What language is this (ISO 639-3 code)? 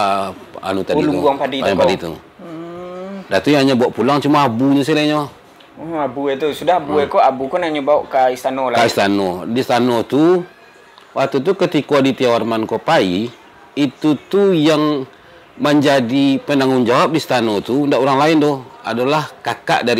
min